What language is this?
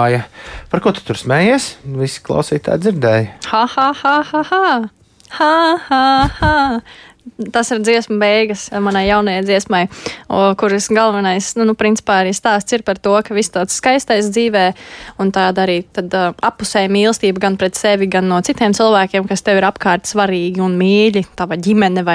Latvian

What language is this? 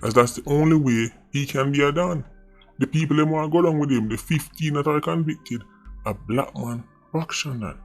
Jamaican Creole English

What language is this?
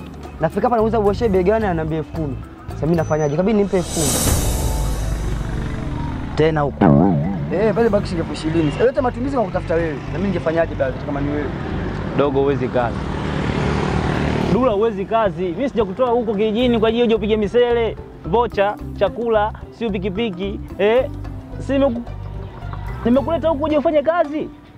Swahili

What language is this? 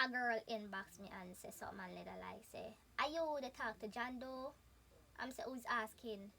Jamaican Creole English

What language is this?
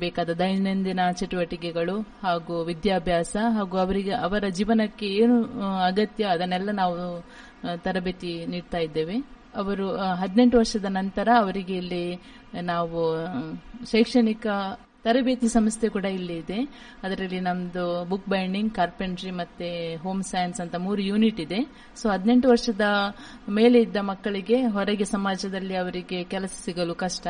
Kannada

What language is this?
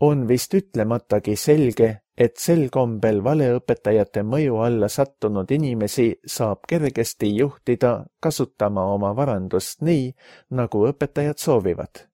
Estonian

